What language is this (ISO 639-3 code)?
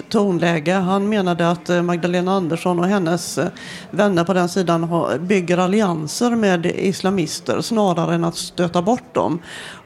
swe